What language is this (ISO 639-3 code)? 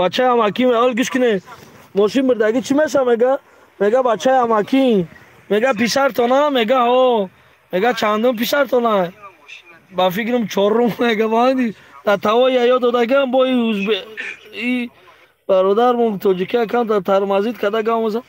tgk